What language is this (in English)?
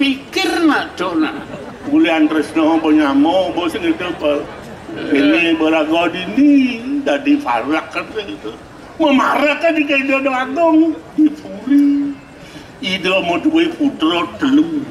Balinese